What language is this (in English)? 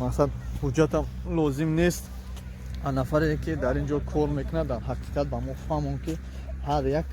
Tajik